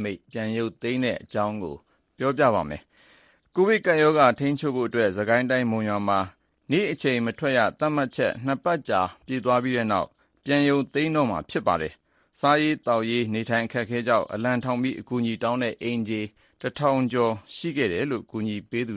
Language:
Burmese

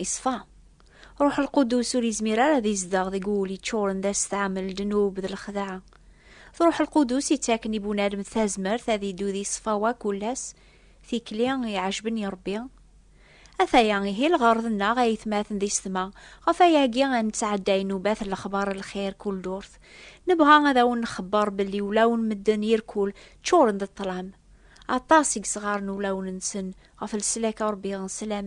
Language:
Kabyle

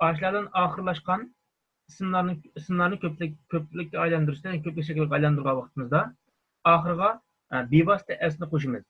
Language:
Uyghur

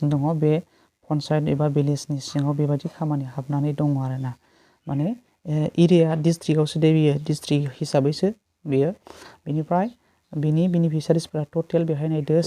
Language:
Bodo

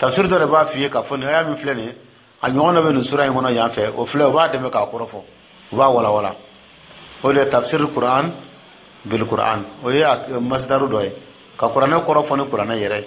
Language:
Dyula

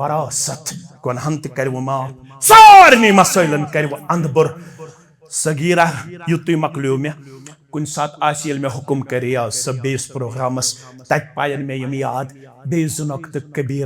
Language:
Kashmiri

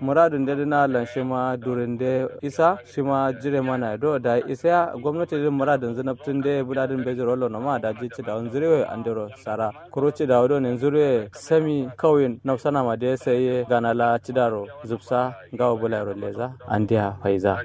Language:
Kanuri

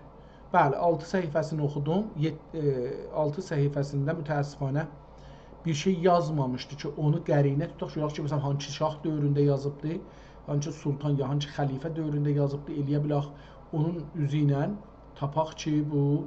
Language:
South Azerbaijani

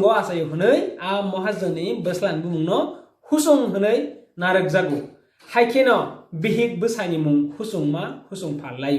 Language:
Kok Borok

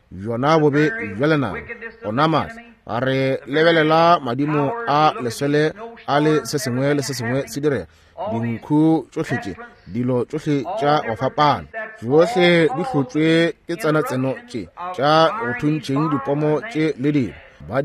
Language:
Northern Sotho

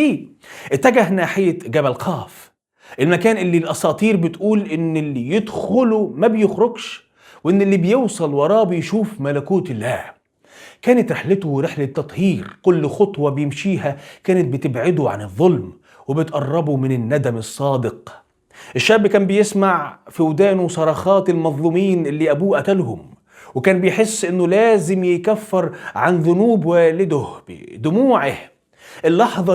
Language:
Egyptian Arabic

